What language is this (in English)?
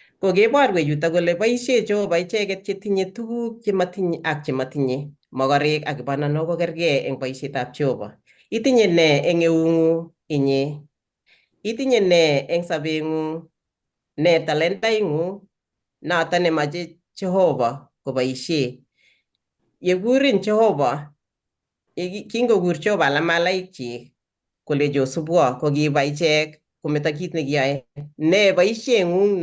Kalenjin